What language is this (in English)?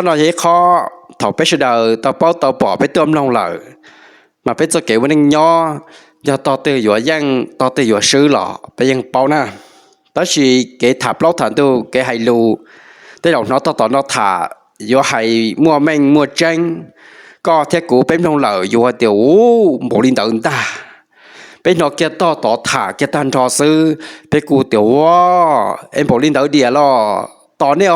Hmong